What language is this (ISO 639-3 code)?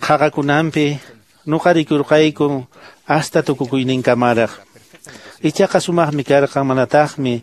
que